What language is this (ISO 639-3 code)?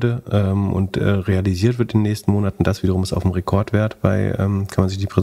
deu